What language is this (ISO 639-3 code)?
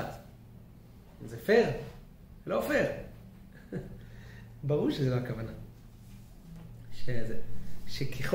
heb